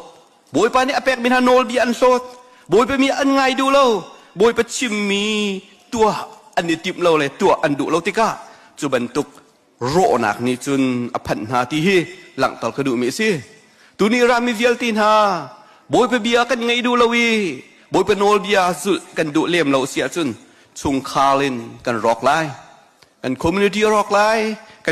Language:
Hakha Chin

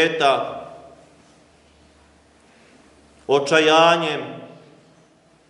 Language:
Serbian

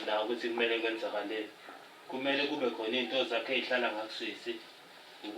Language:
Zulu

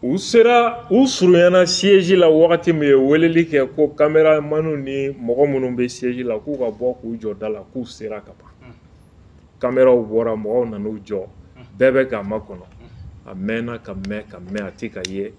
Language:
Bambara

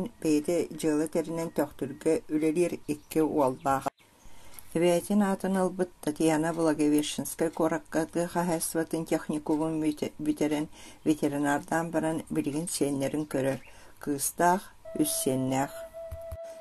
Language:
Yakut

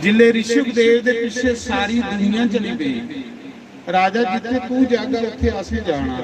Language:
Dogri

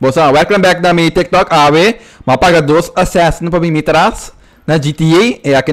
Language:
Papiamento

